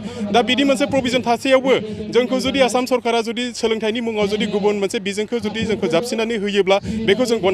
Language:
Bodo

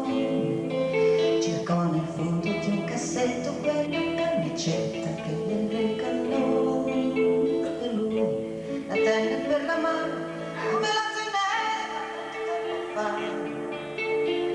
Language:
Italian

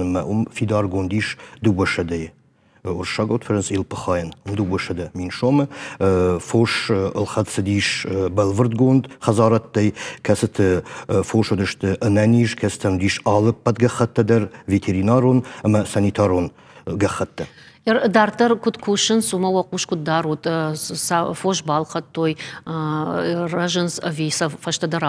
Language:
Ossetic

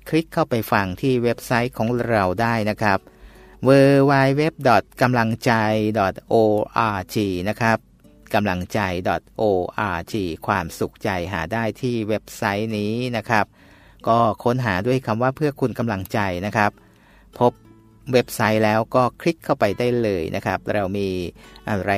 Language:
Thai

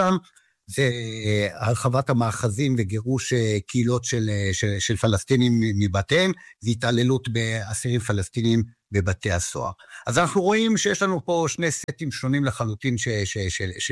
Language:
Hebrew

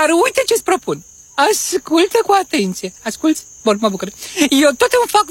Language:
Romanian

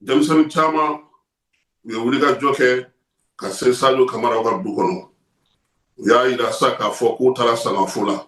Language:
Bambara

